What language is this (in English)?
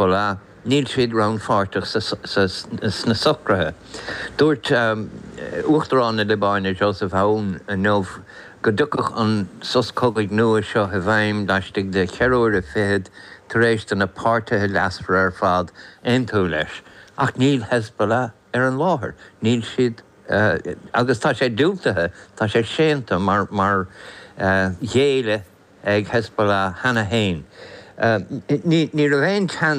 Irish